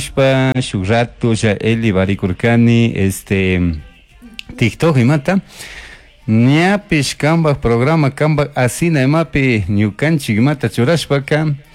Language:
Chimborazo Highland Quichua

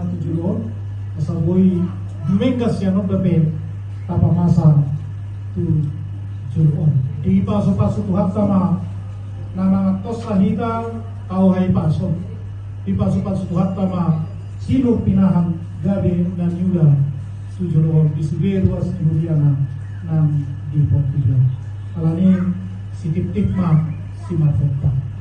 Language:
Batak Toba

